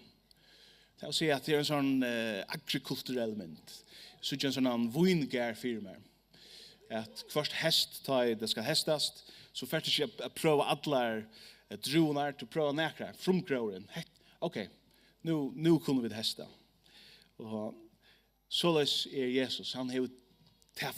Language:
Faroese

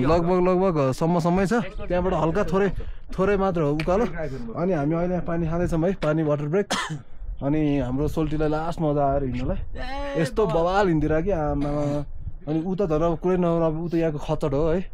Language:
Nepali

